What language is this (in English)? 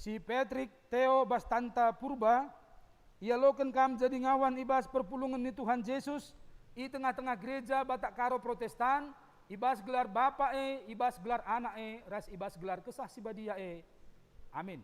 Batak Karo